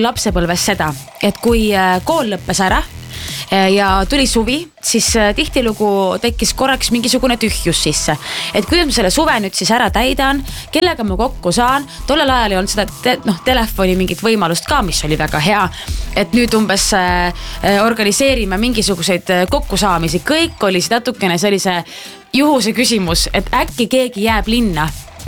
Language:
Estonian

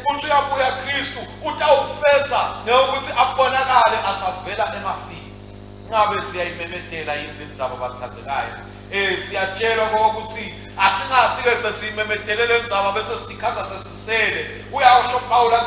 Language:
Swati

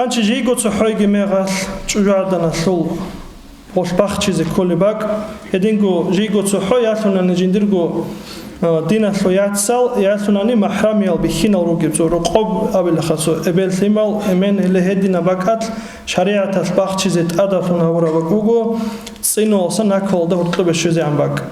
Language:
Avaric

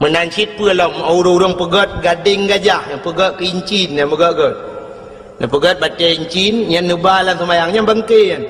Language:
Achinese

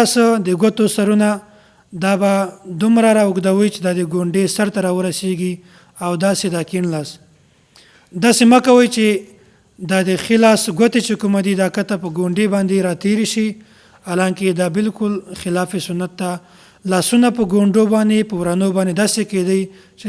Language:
Pashto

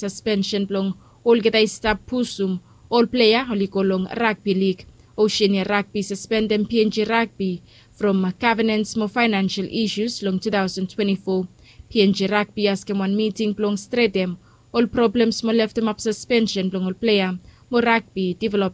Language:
Bislama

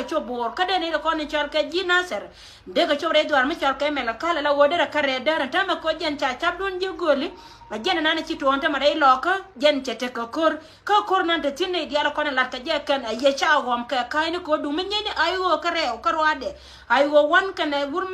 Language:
Nuer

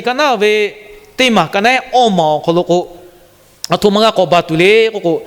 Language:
Lahu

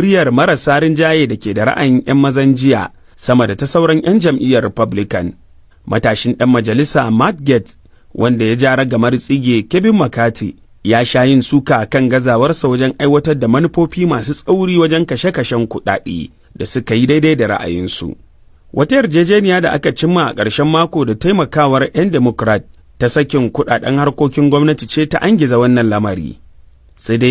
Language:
Hausa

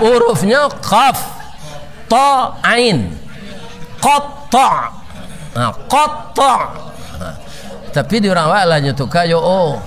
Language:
Minangkabau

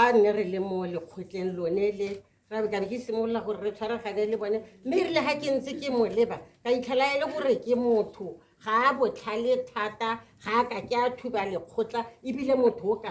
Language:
Tswana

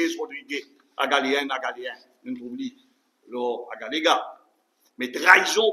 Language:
Morisyen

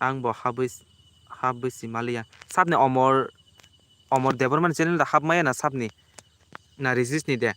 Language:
Kok Borok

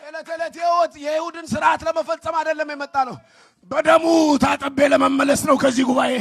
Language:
Amharic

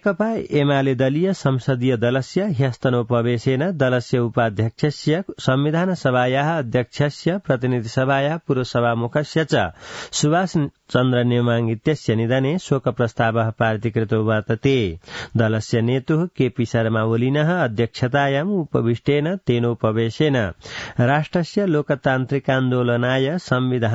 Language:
Sanskrit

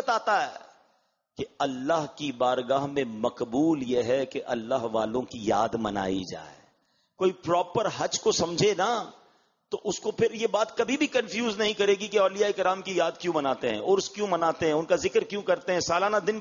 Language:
Urdu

